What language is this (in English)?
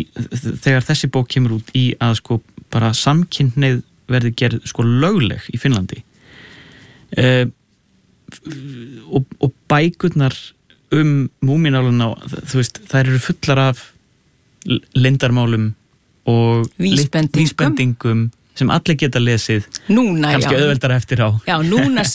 Icelandic